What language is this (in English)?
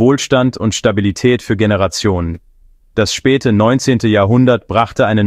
German